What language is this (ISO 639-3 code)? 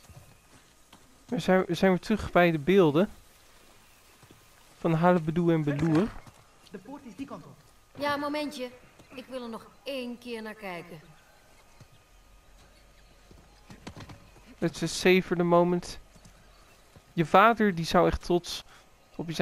nld